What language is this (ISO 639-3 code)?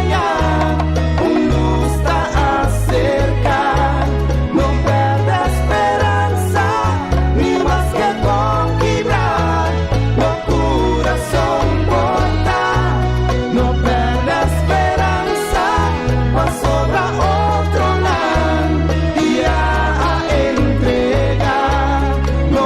pap